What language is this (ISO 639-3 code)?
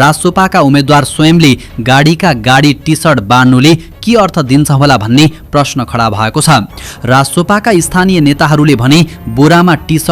nep